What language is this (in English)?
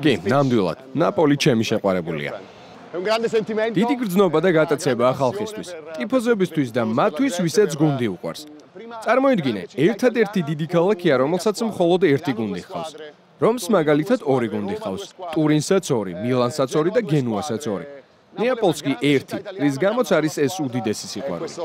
Georgian